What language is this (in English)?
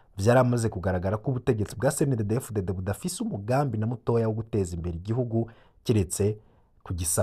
Rundi